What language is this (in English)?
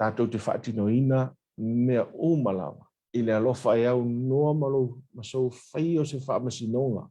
Samoan